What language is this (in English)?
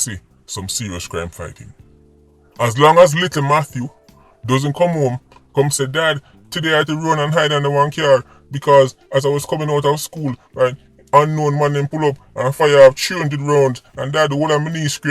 Jamaican Creole English